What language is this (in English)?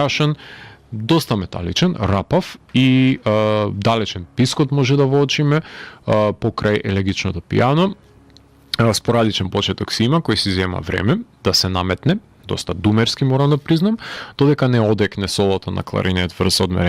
Macedonian